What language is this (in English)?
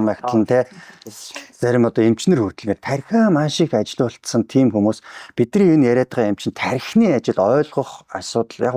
Mongolian